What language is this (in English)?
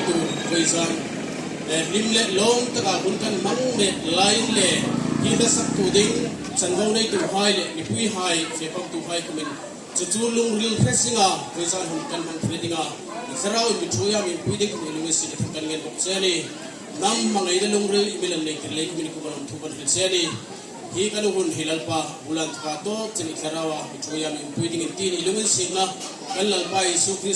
Hmar